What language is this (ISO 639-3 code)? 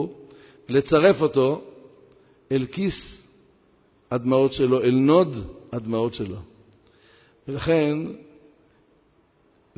heb